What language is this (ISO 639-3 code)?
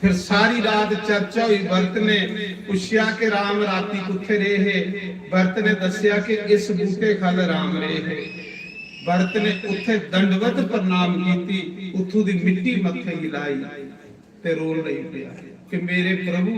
doi